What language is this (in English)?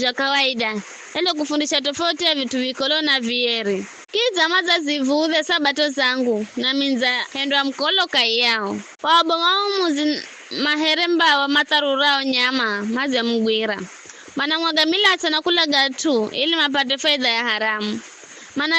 Giryama